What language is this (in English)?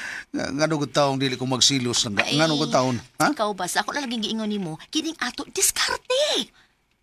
Cebuano